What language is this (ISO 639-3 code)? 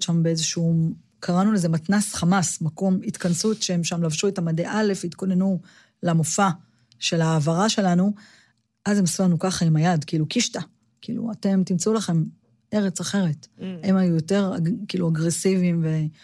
heb